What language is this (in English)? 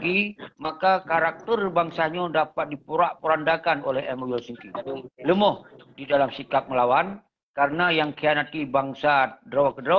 Achinese